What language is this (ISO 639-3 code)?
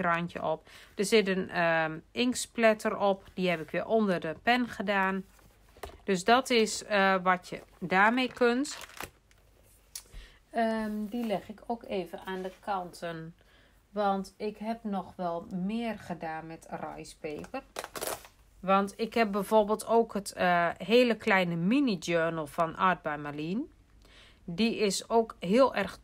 nld